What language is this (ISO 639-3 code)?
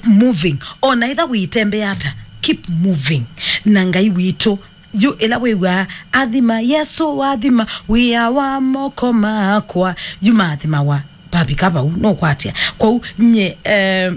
kam